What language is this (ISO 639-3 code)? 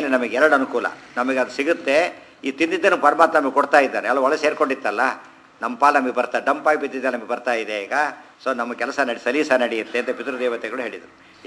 kan